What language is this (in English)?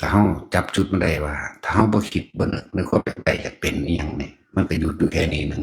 Northeastern Thai